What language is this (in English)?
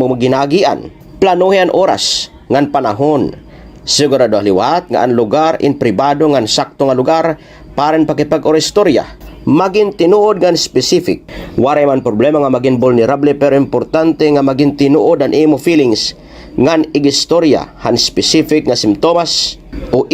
Waray